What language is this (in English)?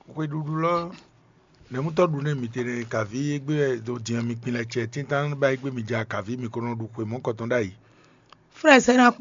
Fon